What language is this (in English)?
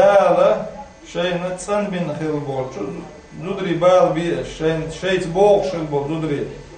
Chechen